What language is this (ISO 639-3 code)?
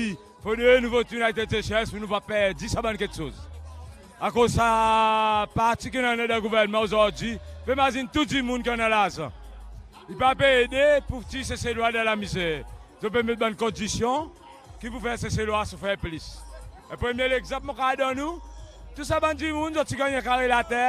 crs